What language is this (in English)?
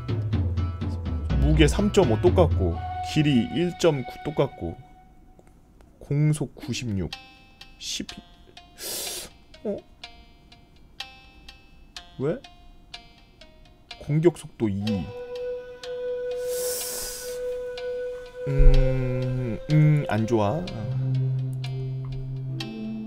Korean